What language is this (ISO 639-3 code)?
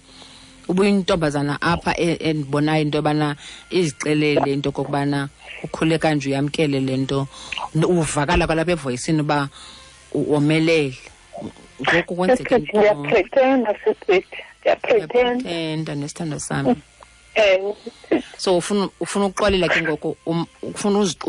xho